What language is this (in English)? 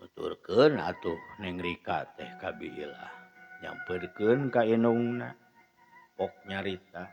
Sundanese